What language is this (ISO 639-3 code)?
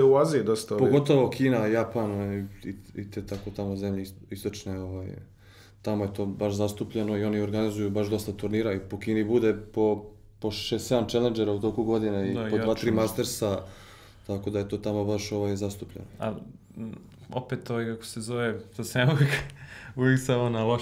srp